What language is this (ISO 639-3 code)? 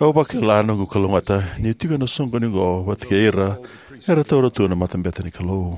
fij